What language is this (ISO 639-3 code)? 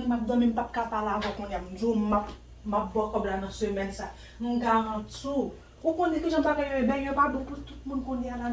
hat